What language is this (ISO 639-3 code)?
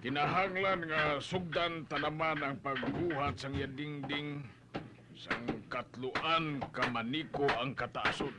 hil